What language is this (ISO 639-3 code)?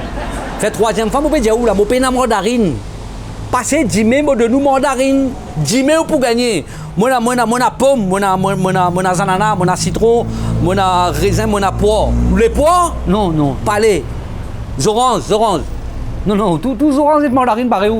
mfe